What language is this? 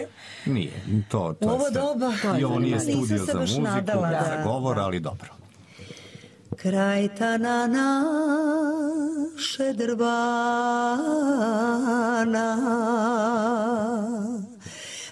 Serbian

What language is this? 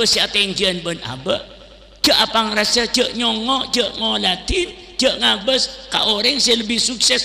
Madurese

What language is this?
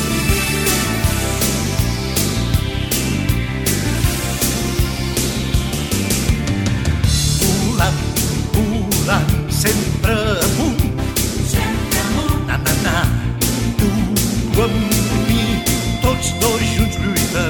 Catalan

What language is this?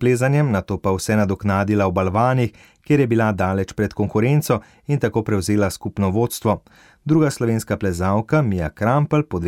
Slovenian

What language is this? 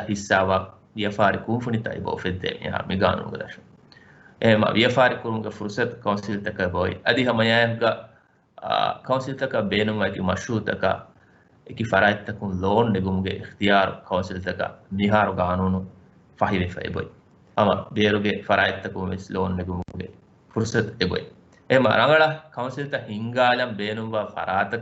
Divehi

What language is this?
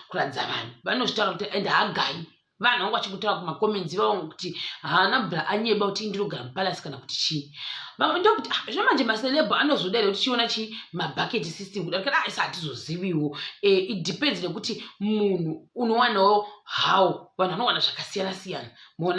Shona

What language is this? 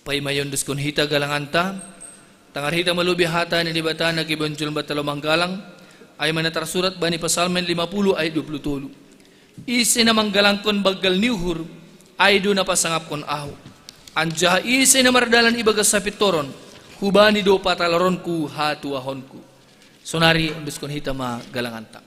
Batak Simalungun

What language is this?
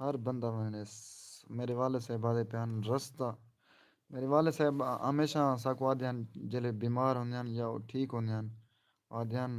Saraiki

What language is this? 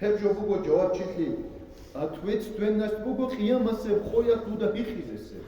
Avaric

